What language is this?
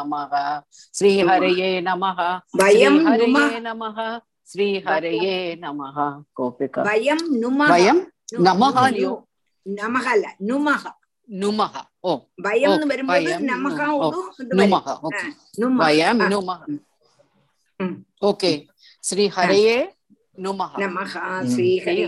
Tamil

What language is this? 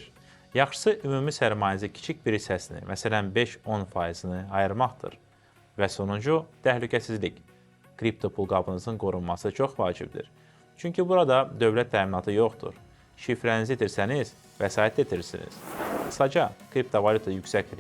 Azerbaijani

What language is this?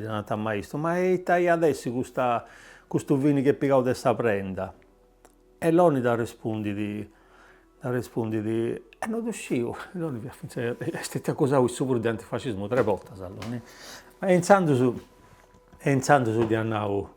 Sardinian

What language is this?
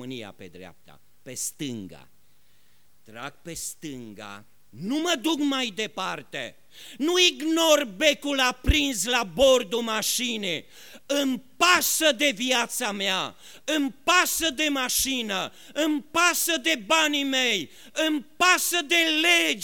Romanian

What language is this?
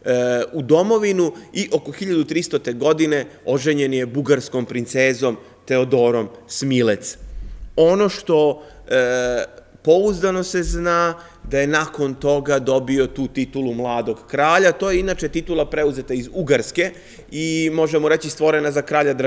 Serbian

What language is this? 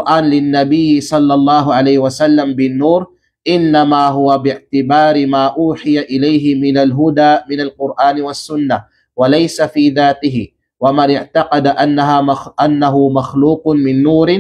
Kalagan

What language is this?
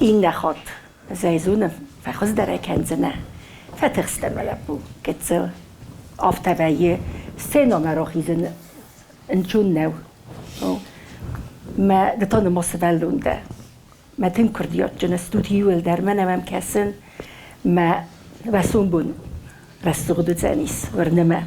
Ossetic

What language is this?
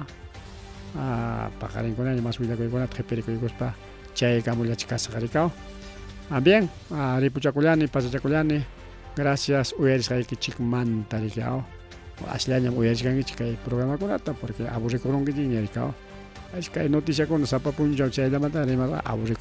Ayacucho Quechua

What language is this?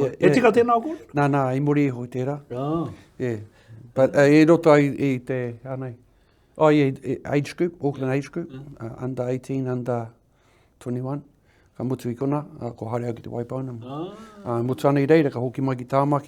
Māori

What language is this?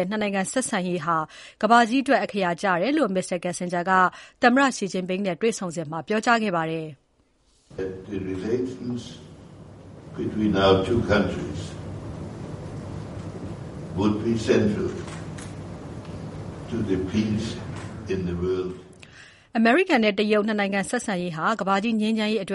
Burmese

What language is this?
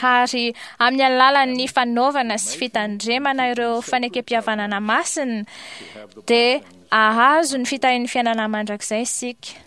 Malagasy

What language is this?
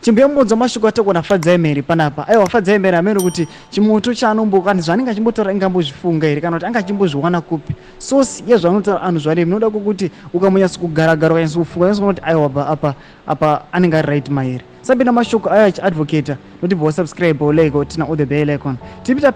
Shona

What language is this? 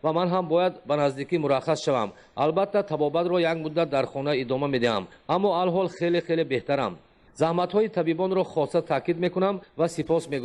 Tajik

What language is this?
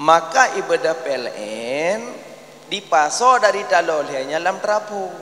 Achinese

